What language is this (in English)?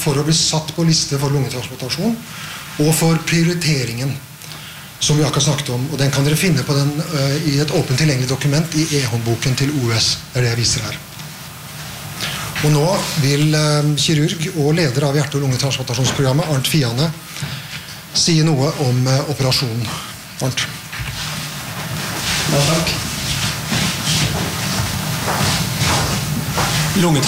Norwegian